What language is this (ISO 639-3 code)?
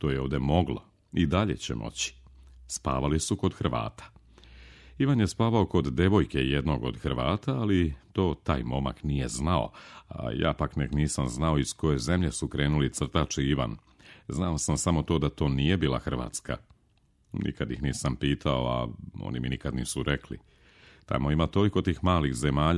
srp